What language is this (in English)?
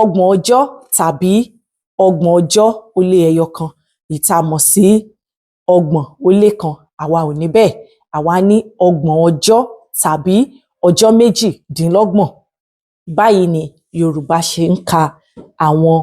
Yoruba